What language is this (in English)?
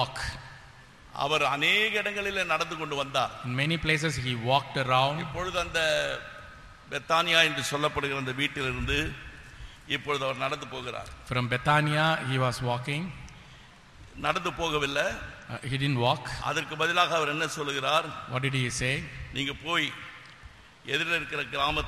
Tamil